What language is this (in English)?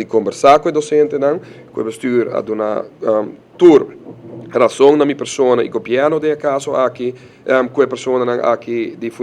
Papiamento